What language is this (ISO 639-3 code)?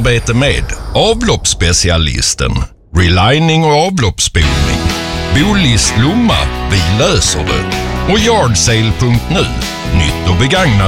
swe